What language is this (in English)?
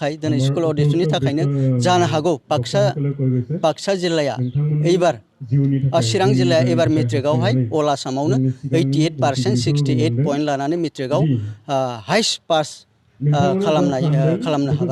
Bodo